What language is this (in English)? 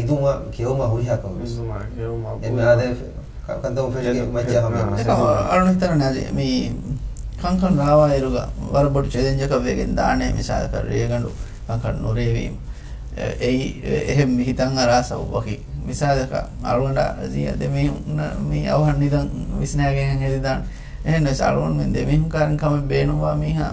Divehi